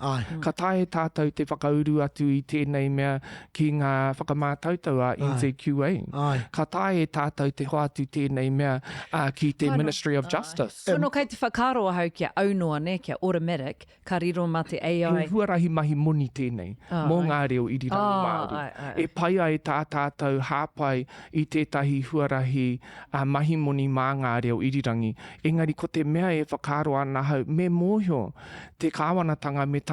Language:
Māori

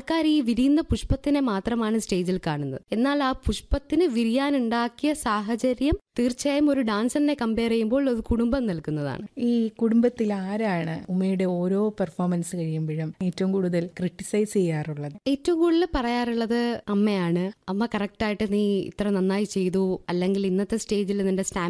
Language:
Malayalam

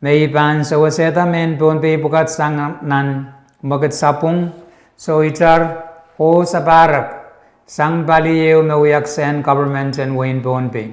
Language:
Pohnpeian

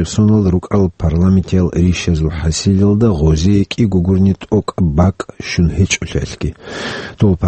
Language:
Avaric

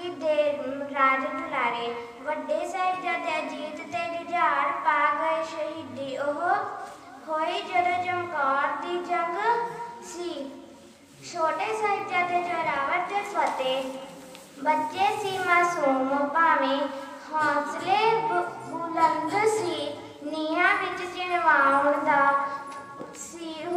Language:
Punjabi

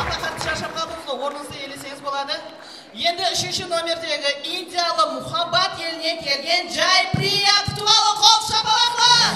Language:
Kara-Kalpak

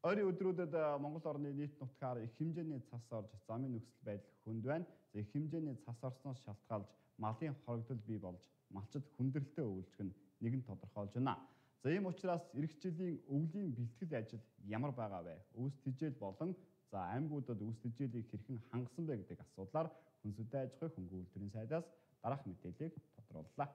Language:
Mongolian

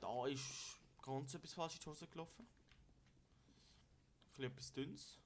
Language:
Swiss German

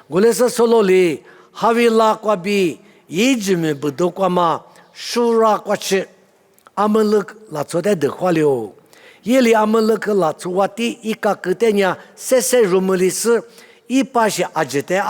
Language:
Lisu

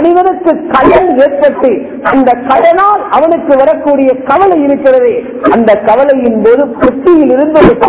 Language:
Tamil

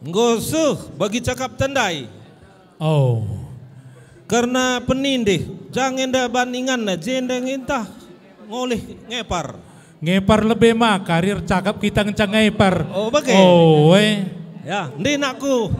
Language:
Batak Karo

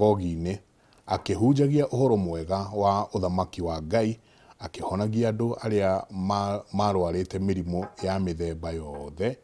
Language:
Kikuyu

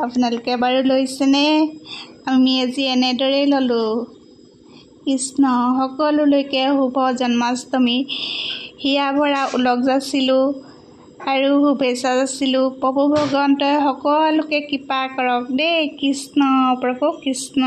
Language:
Assamese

